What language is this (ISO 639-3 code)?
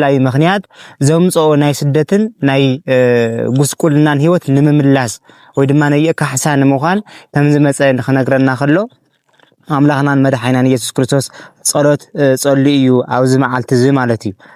tir